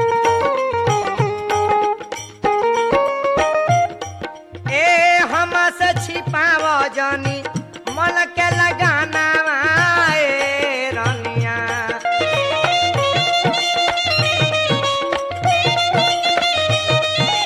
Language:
Bhojpuri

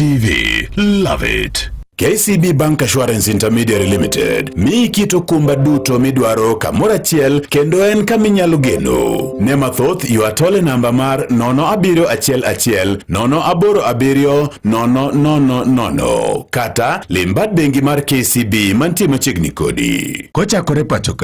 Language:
Luo (Kenya and Tanzania)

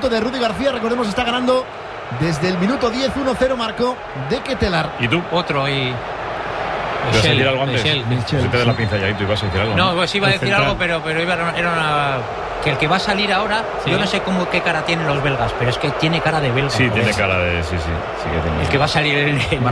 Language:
Spanish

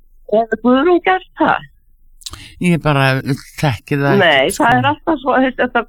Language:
Icelandic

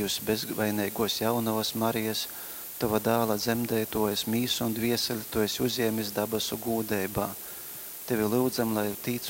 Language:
Latgalian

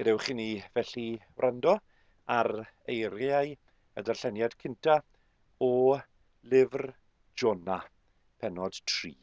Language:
Welsh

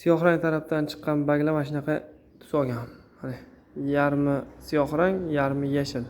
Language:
Uzbek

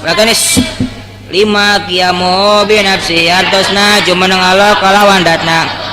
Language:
Sundanese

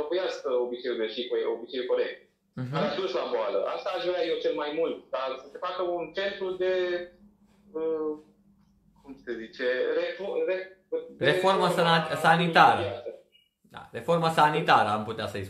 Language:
Romanian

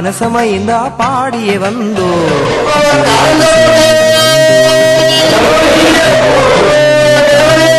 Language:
Malayalam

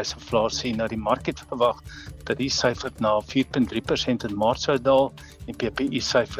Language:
Afrikaans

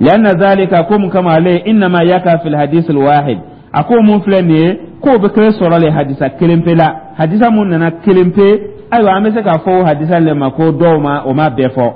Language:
Dyula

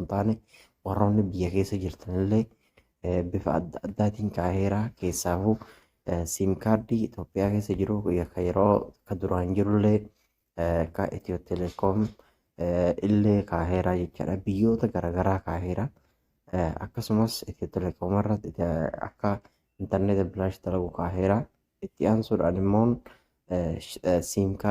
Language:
Oromo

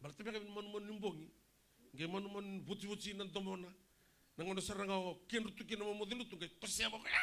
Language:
Fijian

